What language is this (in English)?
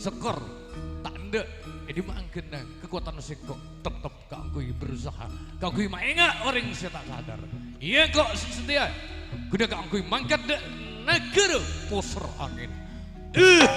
Madurese